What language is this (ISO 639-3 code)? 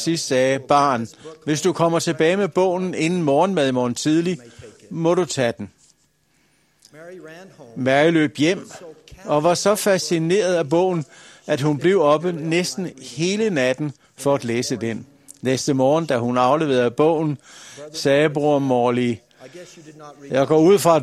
dan